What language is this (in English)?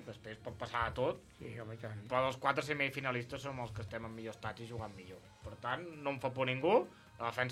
Catalan